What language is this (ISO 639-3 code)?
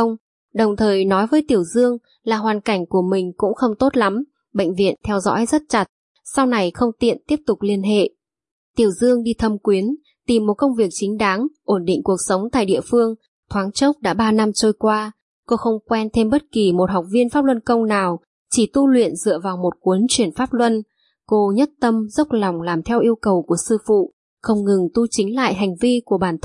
vie